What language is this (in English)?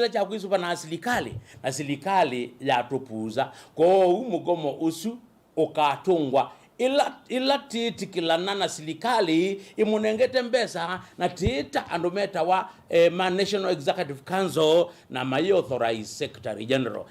Kamba